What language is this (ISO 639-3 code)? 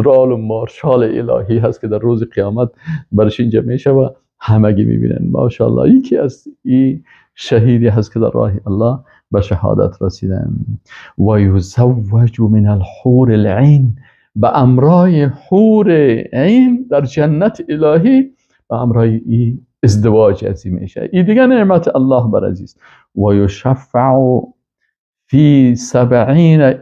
fas